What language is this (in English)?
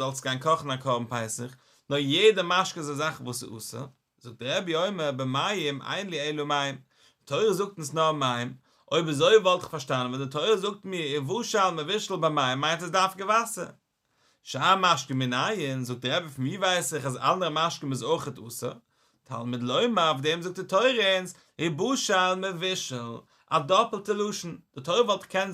Yiddish